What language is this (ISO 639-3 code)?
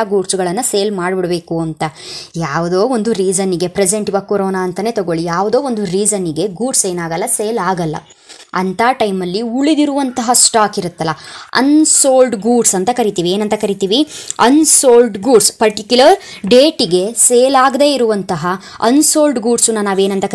kan